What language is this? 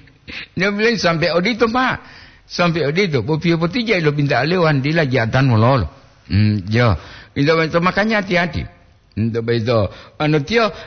Gorontalo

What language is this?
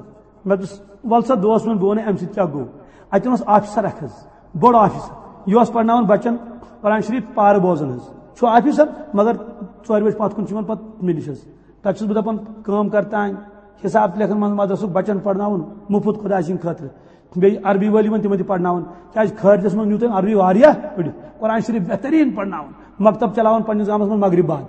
Kashmiri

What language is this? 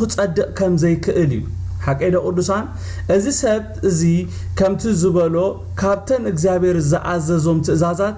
Tigrinya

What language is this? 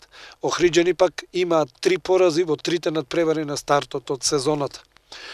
Macedonian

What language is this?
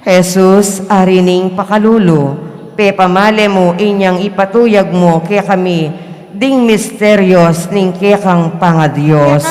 Pampanga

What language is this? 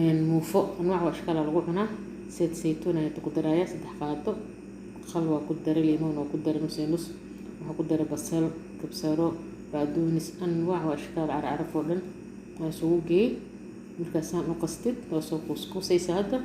Somali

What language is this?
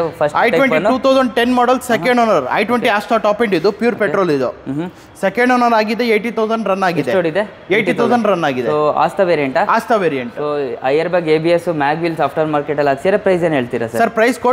Kannada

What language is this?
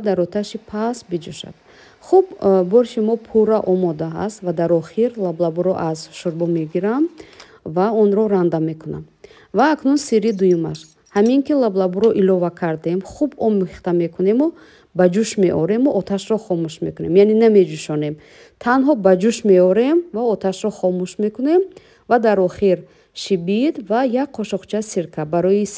Tajik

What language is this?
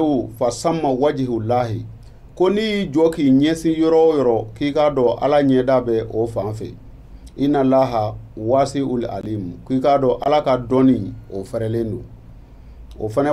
Bambara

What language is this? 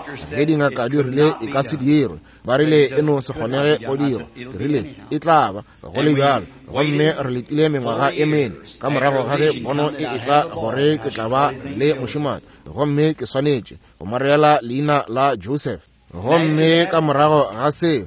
Northern Sotho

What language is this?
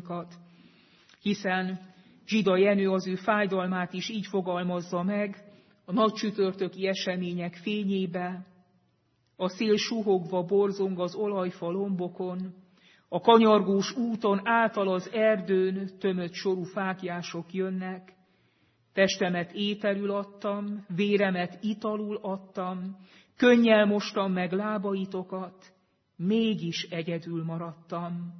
Hungarian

